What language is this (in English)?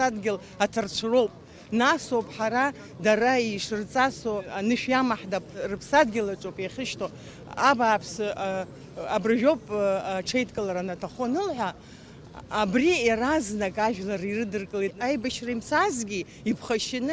Abkhazian